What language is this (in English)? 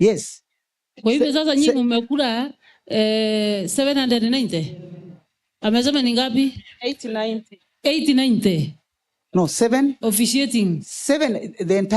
Meru